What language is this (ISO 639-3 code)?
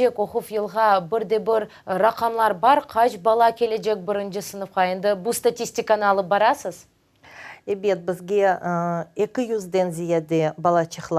crh